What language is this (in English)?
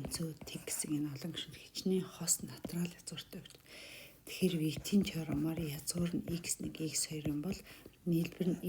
Mongolian